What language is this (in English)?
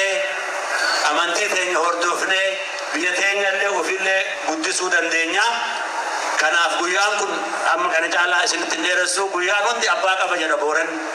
Oromo